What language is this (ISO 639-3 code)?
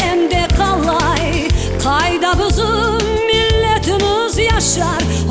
crh